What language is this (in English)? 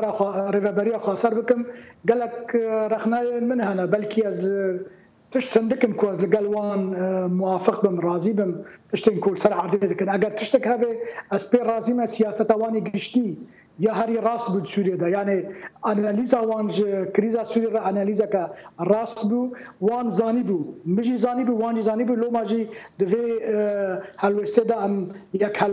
Kurdish